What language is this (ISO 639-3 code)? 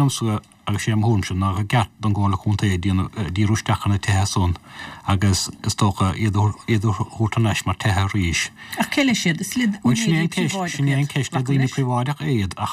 gle